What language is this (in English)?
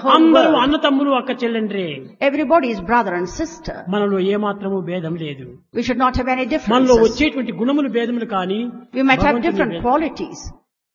Telugu